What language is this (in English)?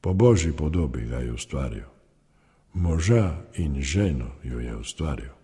Slovenian